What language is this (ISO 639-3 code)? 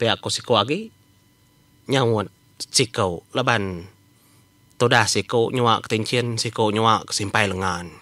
iba